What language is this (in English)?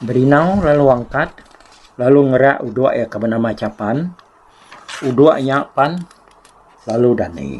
Iban